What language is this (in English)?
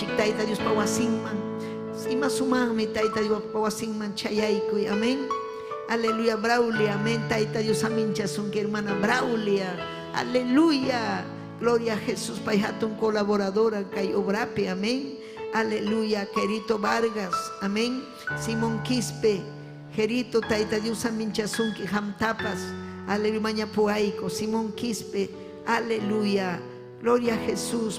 Ayacucho Quechua